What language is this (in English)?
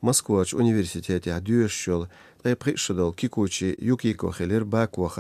Chechen